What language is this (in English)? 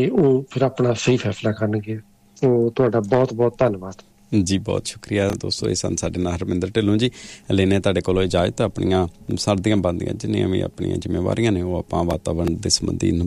Punjabi